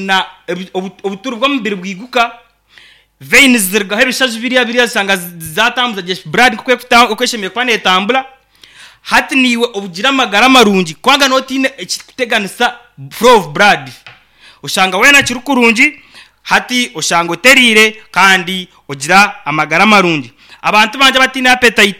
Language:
Nyankole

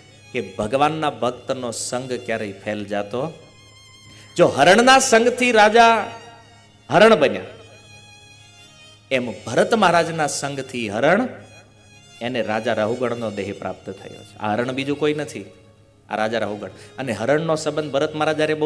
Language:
Gujarati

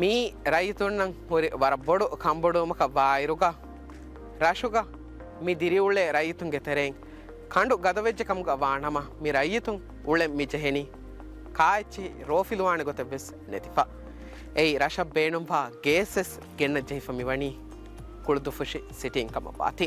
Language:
Divehi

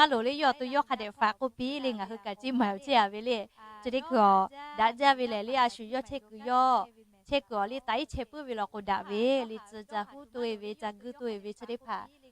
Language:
Lahu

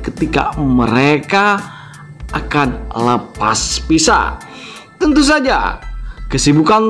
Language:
Indonesian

